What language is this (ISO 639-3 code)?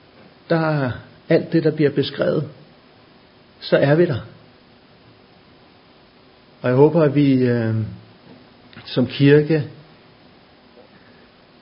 dan